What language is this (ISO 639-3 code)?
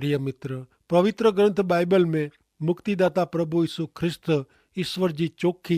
kfr